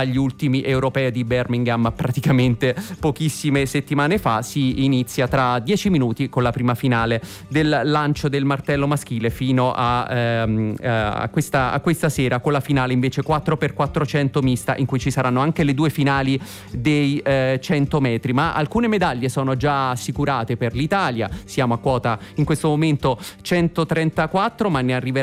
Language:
Italian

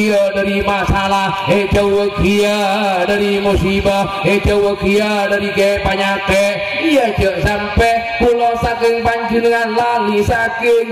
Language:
Madurese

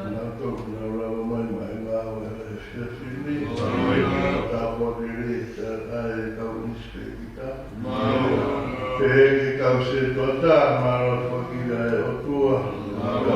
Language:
Tongan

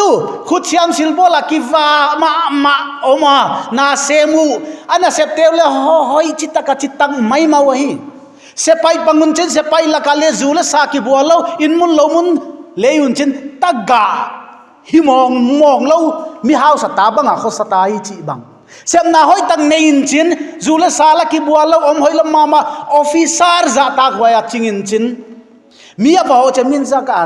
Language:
Paite Chin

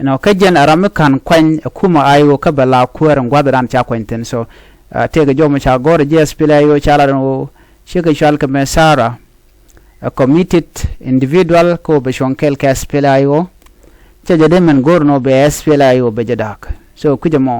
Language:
Nuer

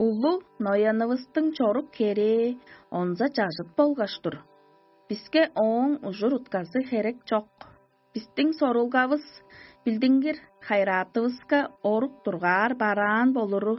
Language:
Tuvinian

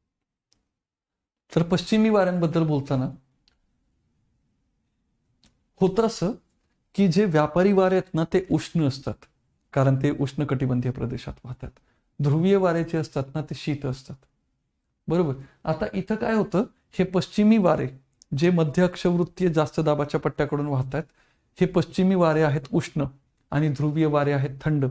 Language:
Marathi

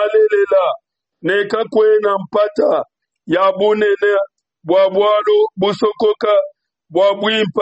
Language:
Luba-Lulua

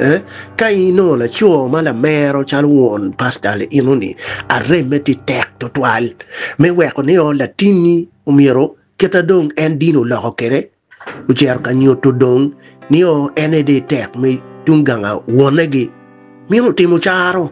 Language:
Acoli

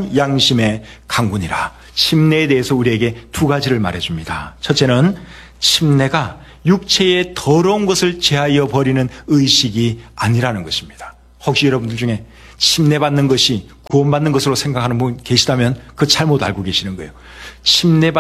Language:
Korean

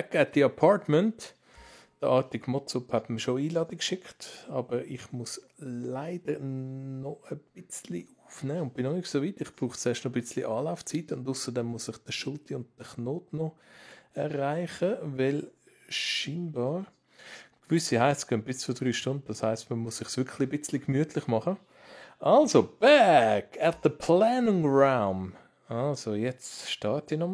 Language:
Swiss German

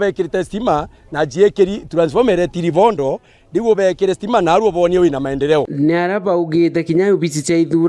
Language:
Meru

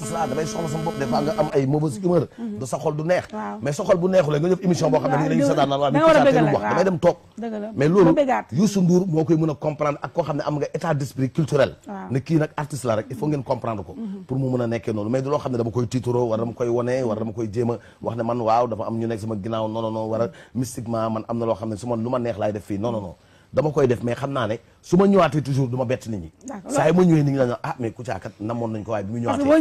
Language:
Wolof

